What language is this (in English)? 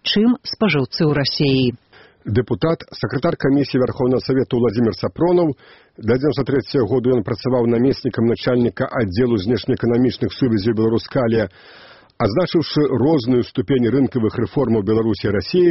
Belarusian